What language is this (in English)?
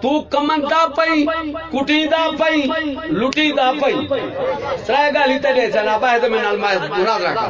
Saraiki